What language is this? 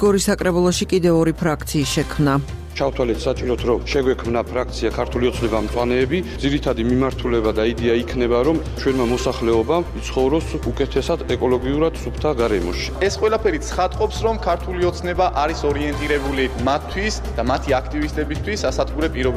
Georgian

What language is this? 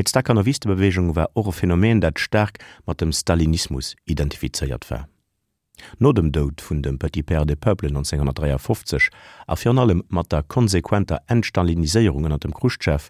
Luxembourgish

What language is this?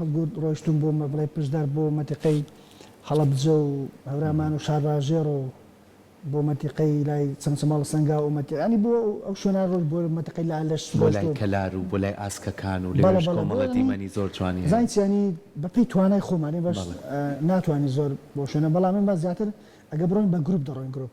Central Kurdish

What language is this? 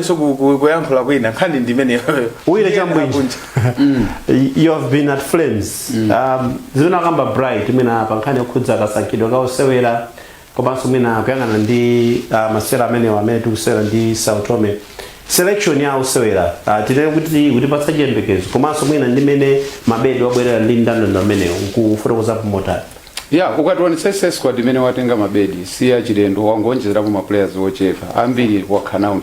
Nyanja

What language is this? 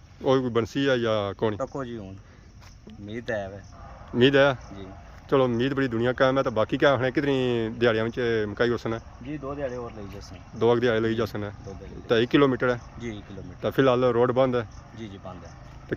Pahari-Potwari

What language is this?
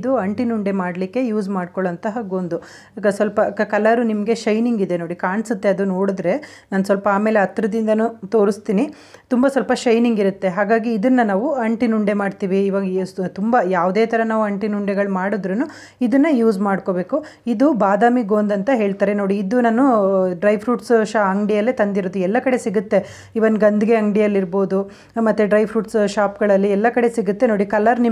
Kannada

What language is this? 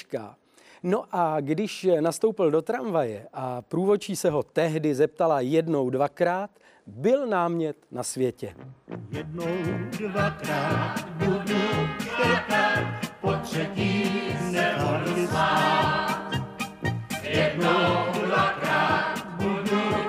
Czech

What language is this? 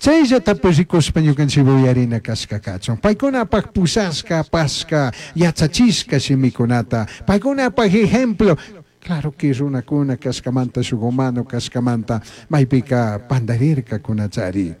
Chimborazo Highland Quichua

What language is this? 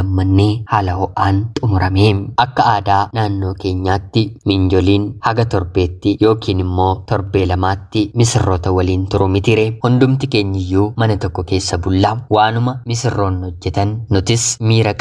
Oromo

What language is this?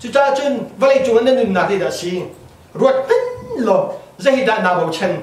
Hakha Chin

